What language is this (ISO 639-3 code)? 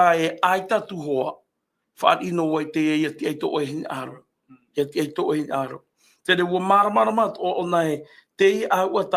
tah